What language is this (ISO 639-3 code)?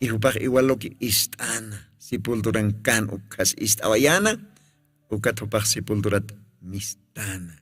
aym